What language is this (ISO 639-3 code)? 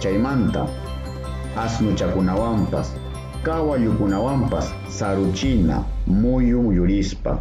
quy